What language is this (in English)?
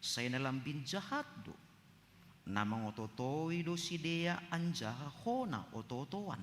Batak Simalungun